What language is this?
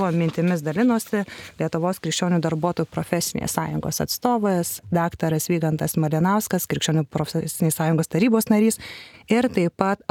Lithuanian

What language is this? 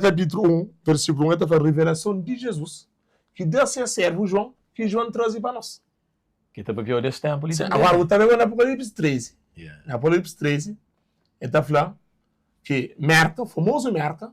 Kabuverdianu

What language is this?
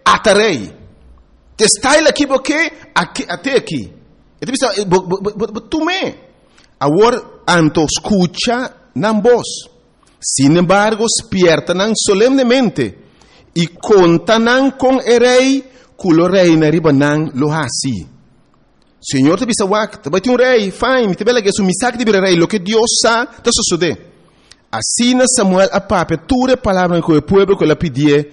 Papiamento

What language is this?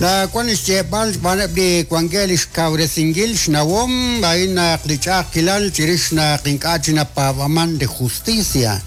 Kekchí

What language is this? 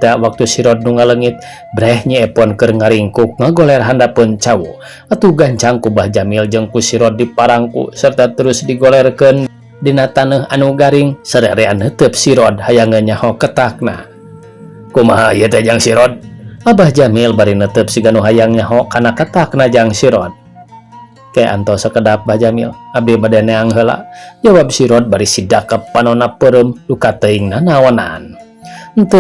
Sundanese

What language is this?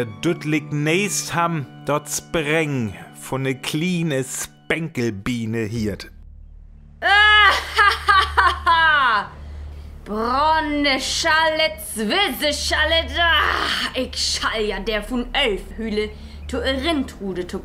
Northern Frisian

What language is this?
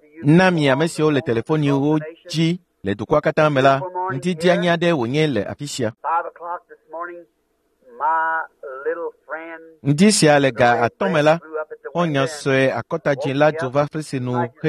Ewe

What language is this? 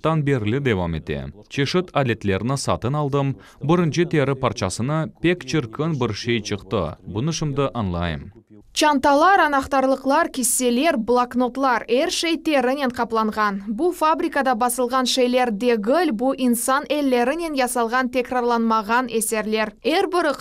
Crimean Tatar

